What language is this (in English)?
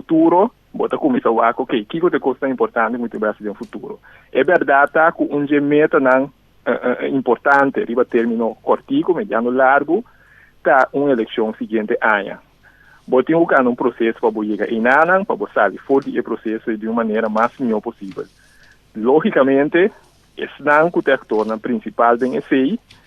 Papiamento